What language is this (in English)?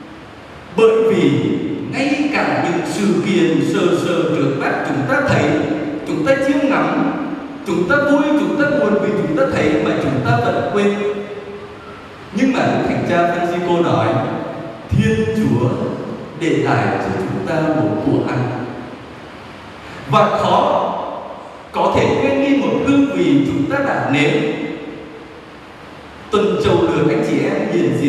Vietnamese